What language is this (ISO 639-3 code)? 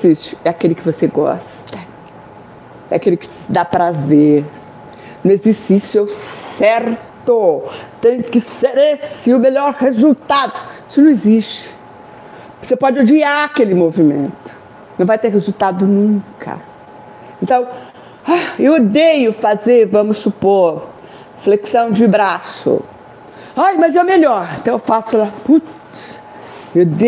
por